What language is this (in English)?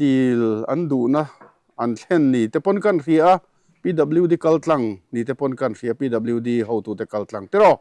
Mizo